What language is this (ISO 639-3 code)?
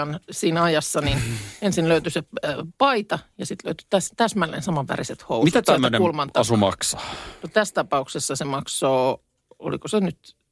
fin